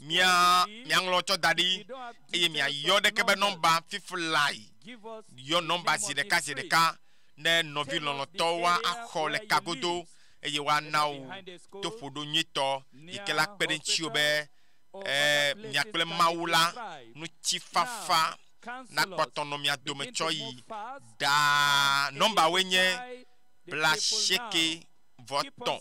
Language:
Ewe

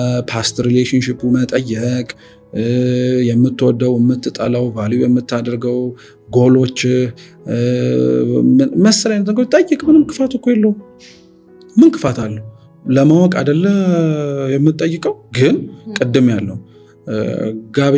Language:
Amharic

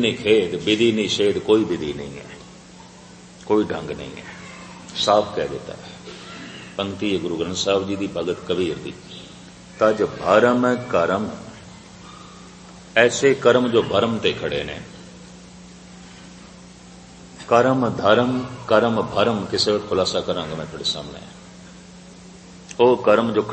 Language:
Punjabi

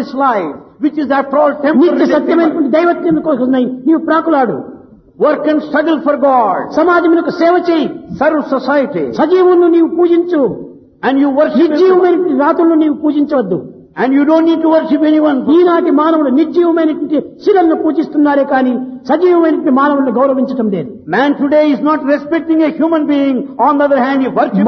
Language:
Telugu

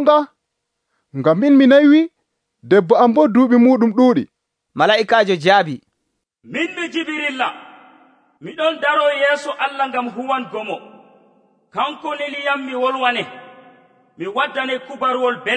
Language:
Nigerian Fulfulde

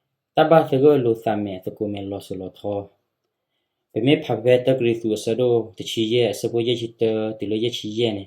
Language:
S'gaw Karen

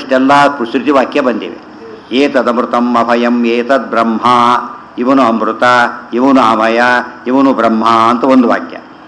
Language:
Kannada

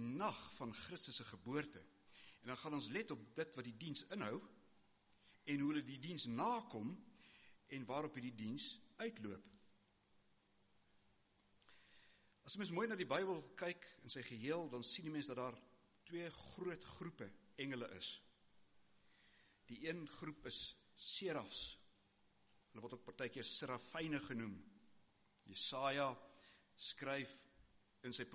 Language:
Afrikaans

